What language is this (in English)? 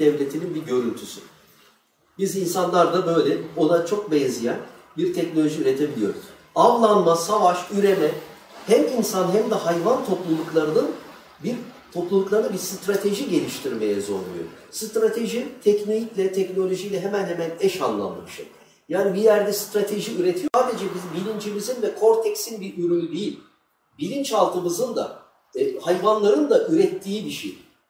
Turkish